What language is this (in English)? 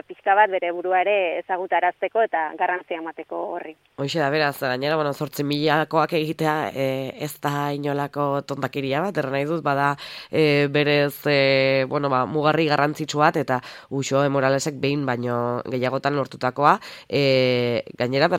Basque